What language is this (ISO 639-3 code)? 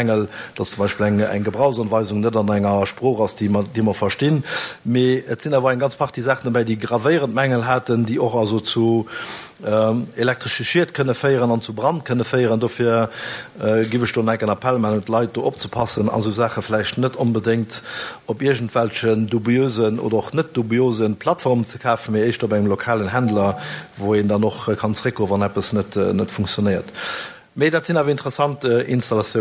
ltz